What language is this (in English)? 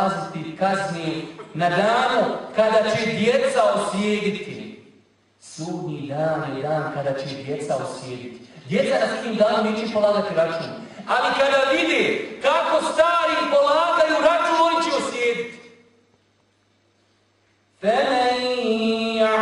Bosnian